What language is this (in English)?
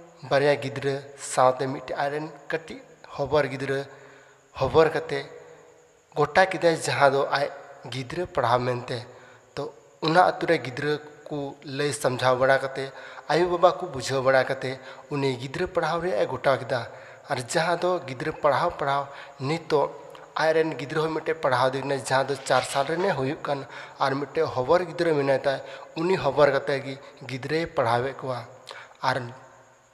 Santali